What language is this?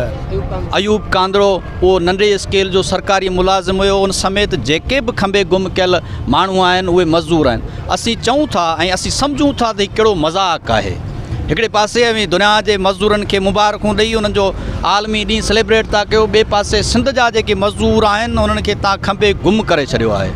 Sindhi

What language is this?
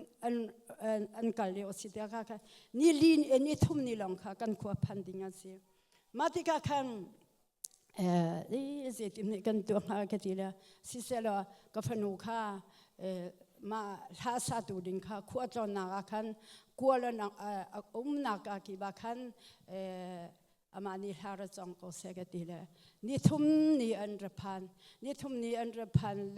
Hakha Chin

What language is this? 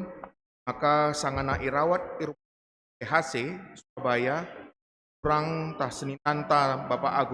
Batak Karo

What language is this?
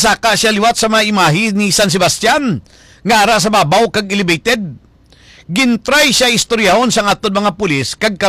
Hiligaynon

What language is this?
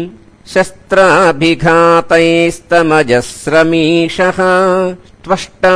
Sanskrit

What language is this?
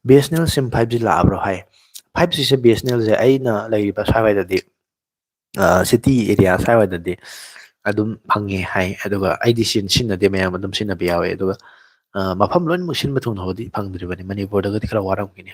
Manipuri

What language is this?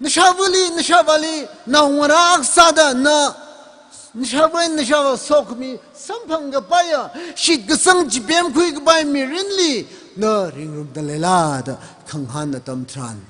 Tangkhul Naga (India)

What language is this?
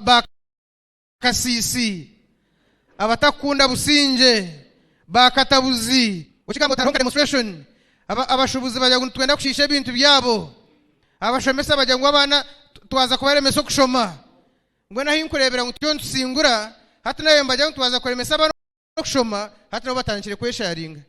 Nyankole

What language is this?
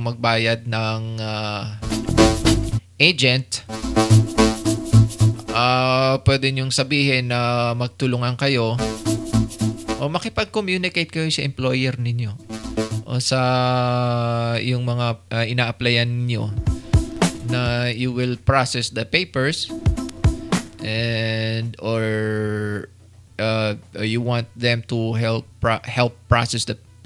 Filipino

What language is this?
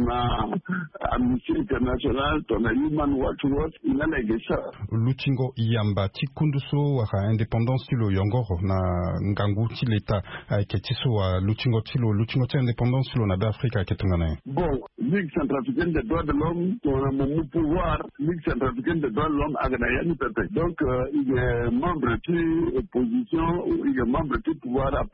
Sango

